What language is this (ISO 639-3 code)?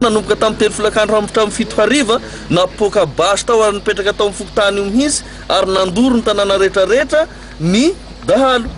mlg